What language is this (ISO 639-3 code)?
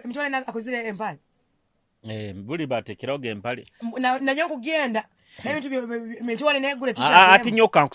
nyo